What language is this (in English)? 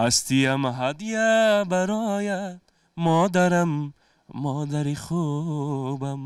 Tajik